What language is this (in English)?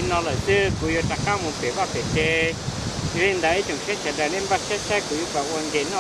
Hmong